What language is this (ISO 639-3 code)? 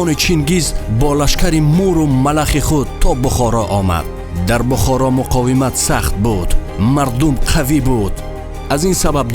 tgk